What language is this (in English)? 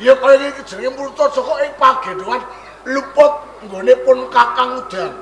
Javanese